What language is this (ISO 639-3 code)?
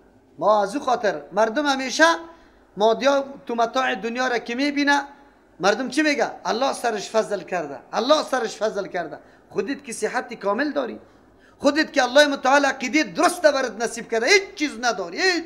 fas